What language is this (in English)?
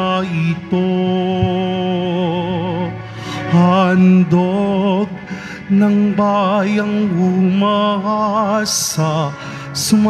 Filipino